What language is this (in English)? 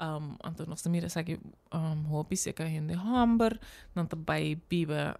Papiamento